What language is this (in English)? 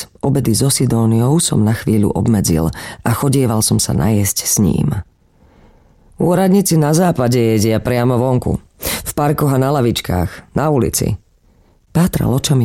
Slovak